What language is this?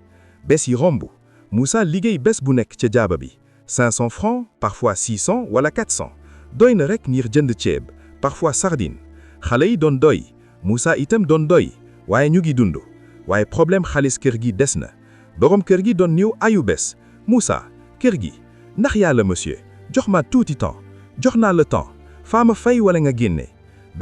Wolof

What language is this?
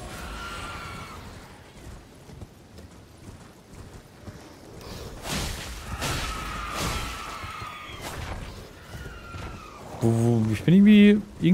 German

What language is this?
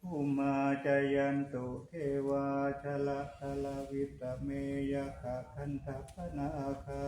Pali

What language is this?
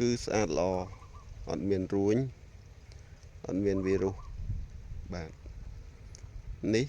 Khmer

